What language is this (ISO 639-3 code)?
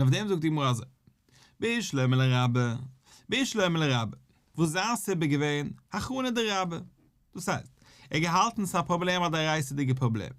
yid